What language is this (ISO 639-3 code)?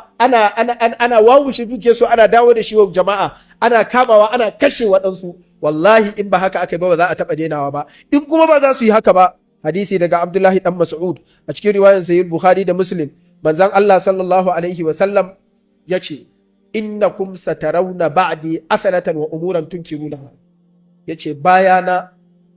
hau